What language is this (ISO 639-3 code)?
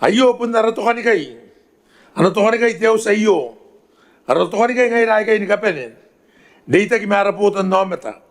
gil